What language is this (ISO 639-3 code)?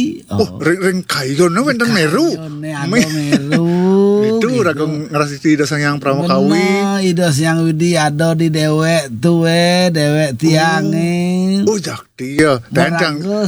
ban